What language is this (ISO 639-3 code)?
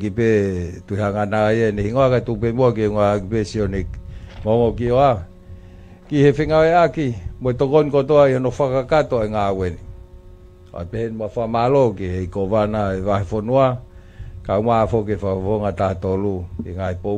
ton